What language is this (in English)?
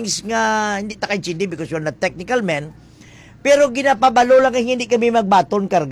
Hiligaynon